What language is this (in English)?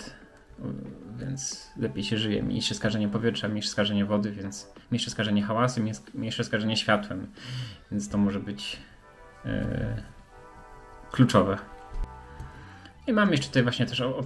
Polish